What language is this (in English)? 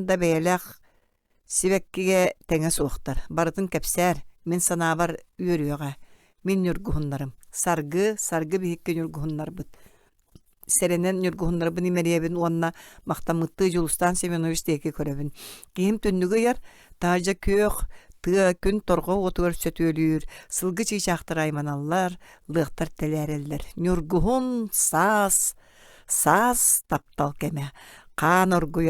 Yakut